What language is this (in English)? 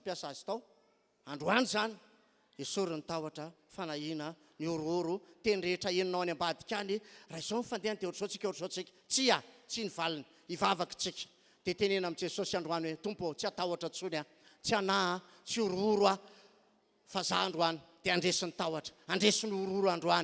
Malagasy